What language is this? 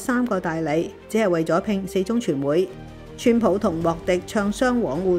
Cantonese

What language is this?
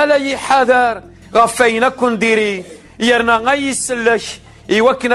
Kabyle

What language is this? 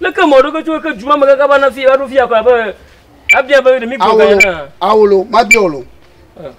Ewe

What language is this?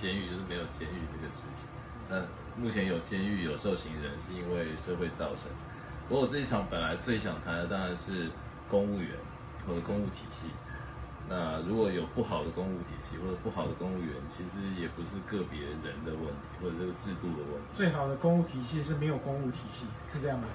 Chinese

